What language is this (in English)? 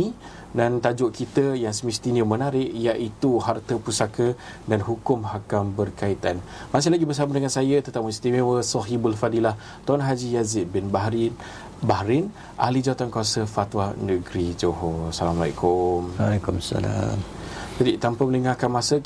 Malay